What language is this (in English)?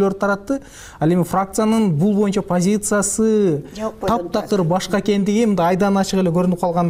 Kyrgyz